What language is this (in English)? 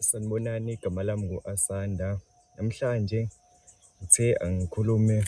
Zulu